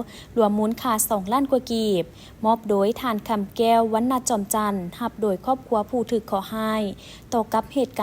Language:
Lao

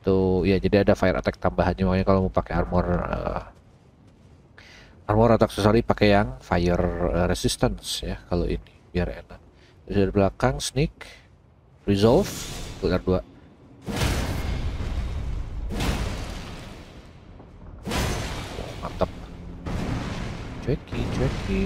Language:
Indonesian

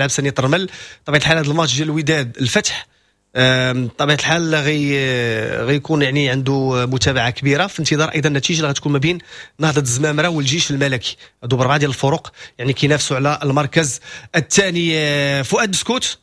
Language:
Moroccan Arabic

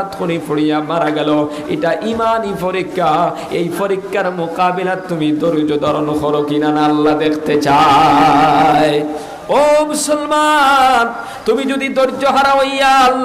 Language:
Sylheti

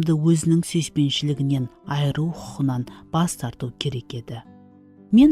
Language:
Kara-Kalpak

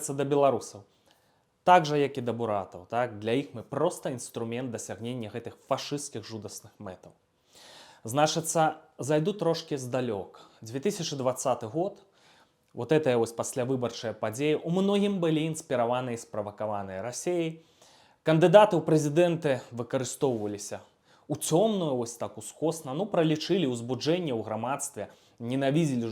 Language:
Belarusian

